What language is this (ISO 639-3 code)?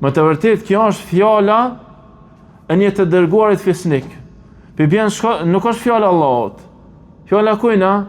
sqi